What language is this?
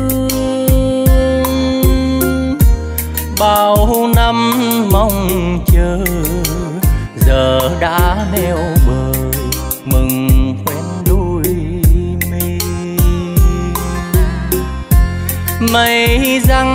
Vietnamese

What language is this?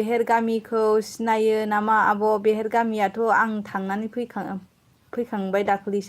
Bodo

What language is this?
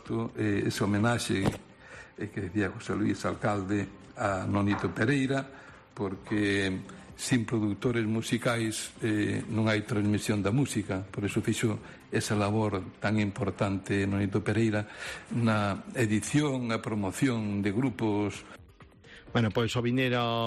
Galician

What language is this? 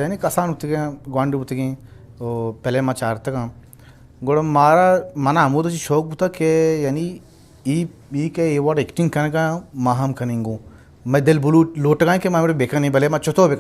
Eastern Balochi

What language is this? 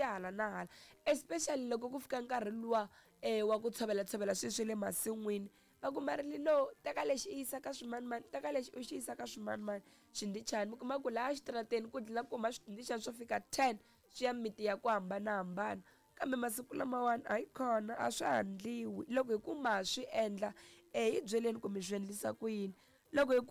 Tsonga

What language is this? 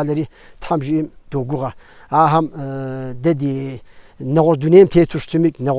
Kabardian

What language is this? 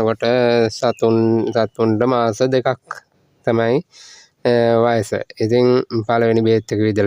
Sinhala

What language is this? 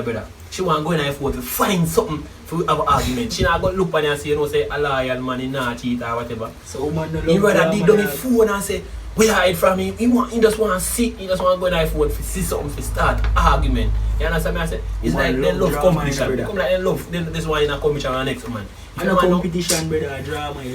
Jamaican Creole English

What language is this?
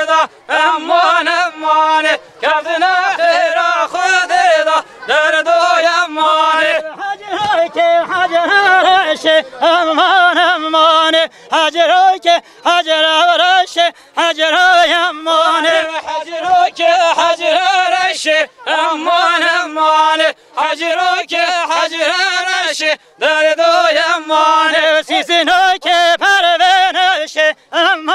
Kurdish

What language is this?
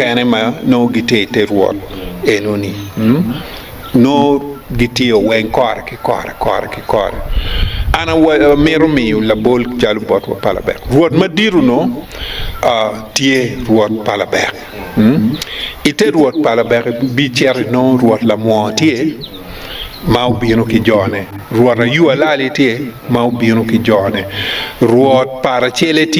Acoli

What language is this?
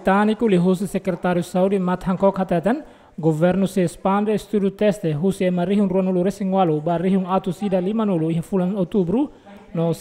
Tetum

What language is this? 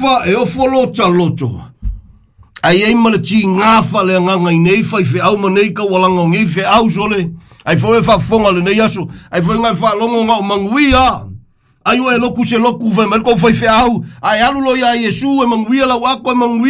Samoan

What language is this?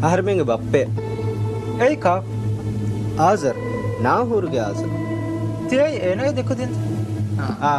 Divehi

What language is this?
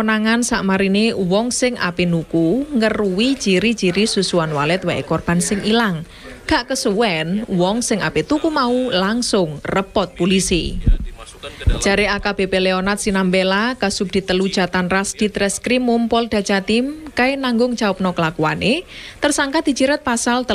Javanese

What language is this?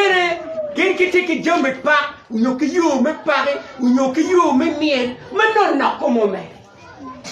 Acoli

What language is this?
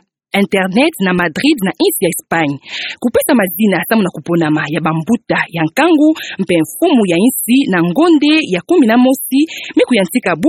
Kituba (Democratic Republic of Congo)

